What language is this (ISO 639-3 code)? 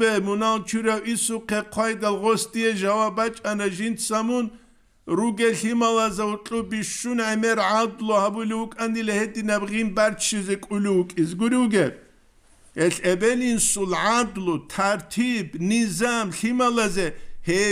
ava